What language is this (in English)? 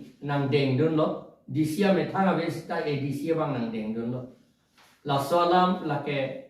Karbi